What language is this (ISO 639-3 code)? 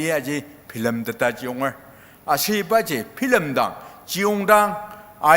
njo